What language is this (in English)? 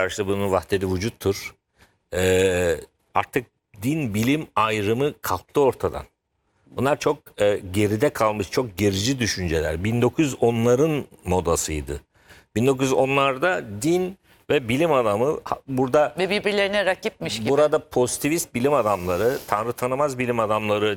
Turkish